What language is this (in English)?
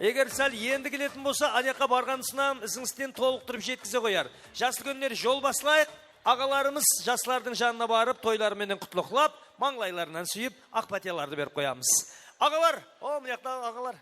Kara-Kalpak